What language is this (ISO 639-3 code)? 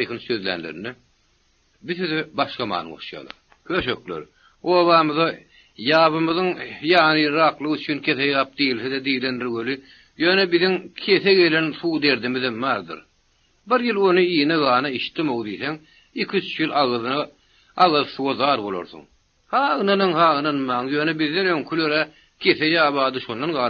tuk